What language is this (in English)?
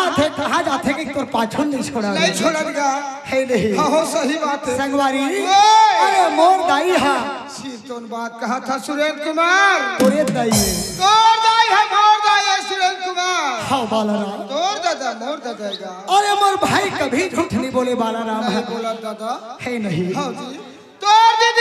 Chhattisgarhi